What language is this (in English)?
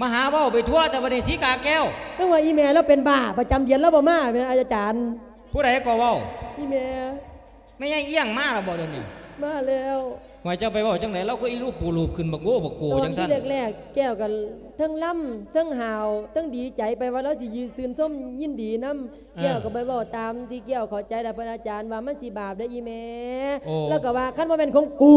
Lao